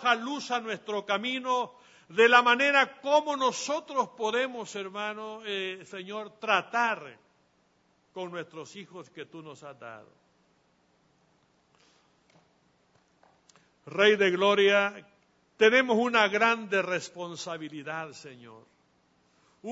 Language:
Spanish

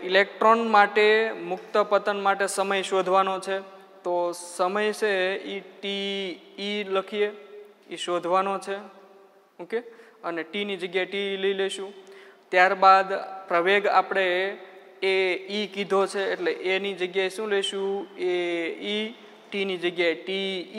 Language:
Gujarati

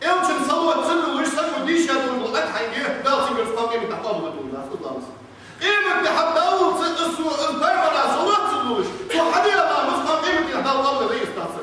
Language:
Ingush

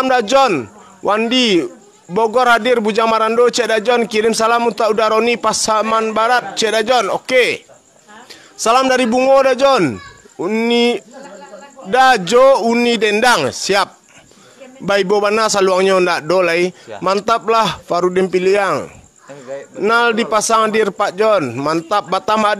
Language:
Minangkabau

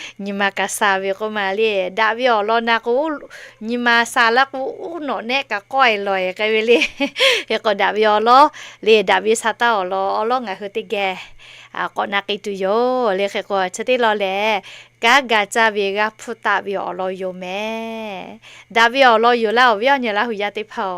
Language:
Lahu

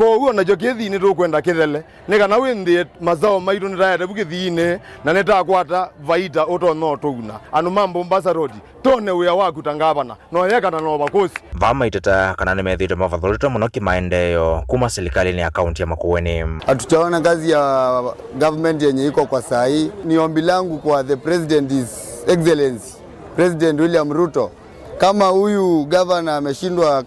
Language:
Kamba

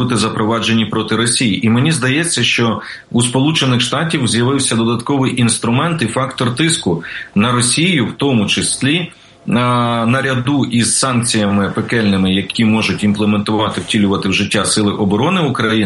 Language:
Ukrainian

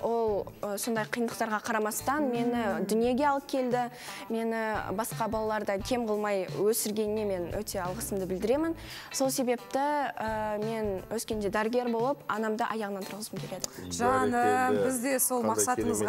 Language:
Kazakh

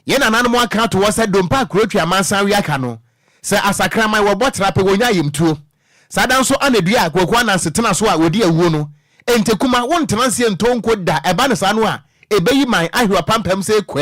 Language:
Akan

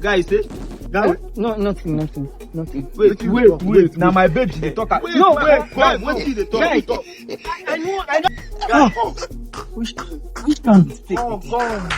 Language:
Nigerian Pidgin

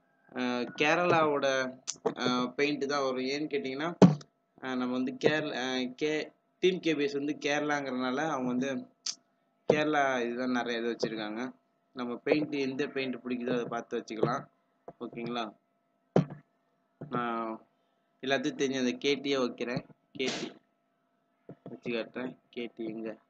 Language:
Tamil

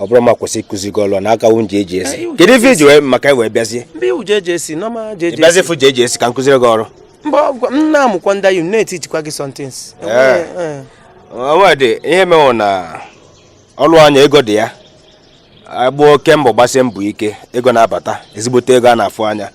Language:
Igbo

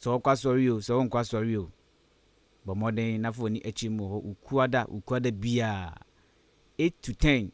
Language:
Akan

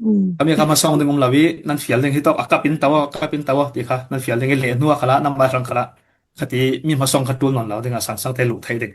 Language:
Falam Chin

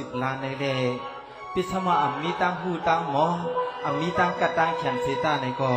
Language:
Shan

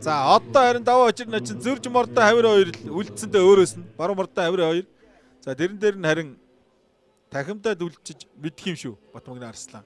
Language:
Mongolian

